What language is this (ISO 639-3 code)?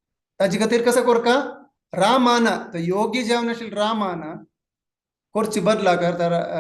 kok